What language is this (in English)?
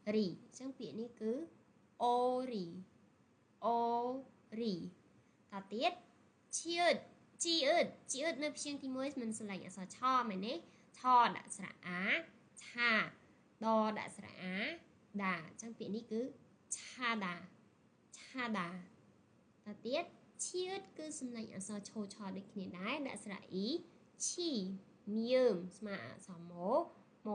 Khmer